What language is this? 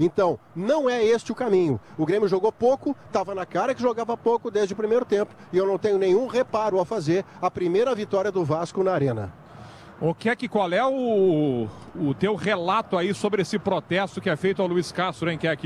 Portuguese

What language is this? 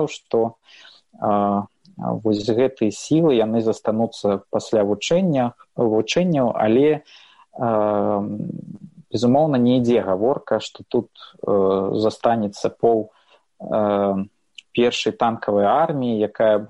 Belarusian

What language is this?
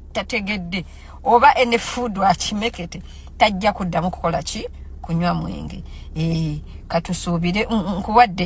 Ganda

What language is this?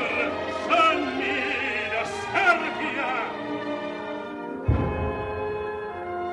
Italian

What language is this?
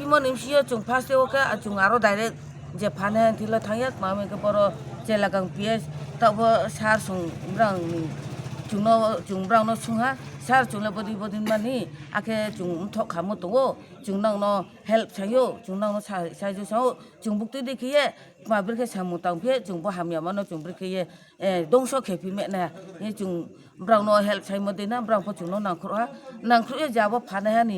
Riang (India)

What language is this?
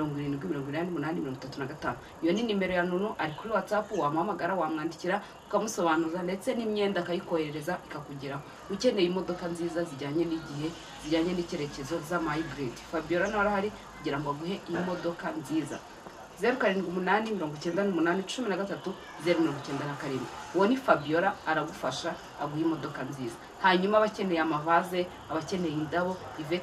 Kinyarwanda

